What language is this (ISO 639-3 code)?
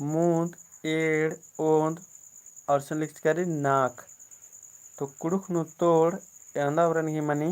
kru